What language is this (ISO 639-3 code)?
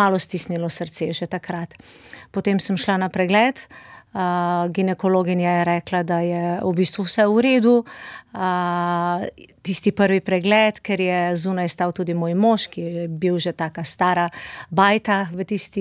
slv